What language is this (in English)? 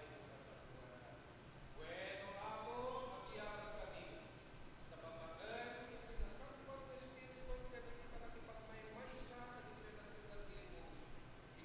Iloko